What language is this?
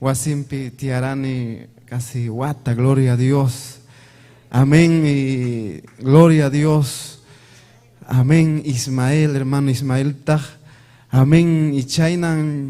Ayacucho Quechua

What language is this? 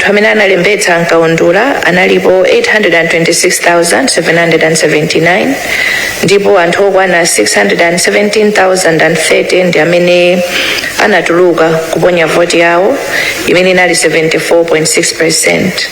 Nyanja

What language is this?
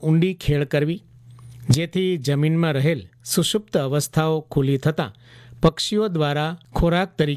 Gujarati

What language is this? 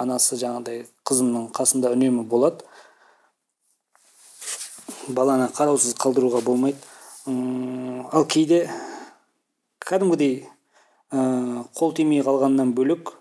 Kazakh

